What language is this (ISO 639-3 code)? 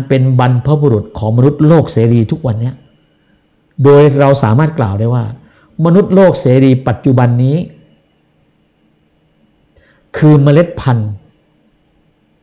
tha